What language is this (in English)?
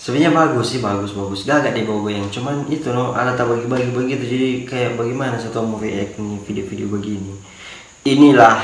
Manado Malay